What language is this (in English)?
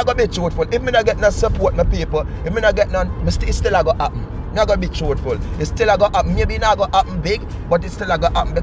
Jamaican Creole English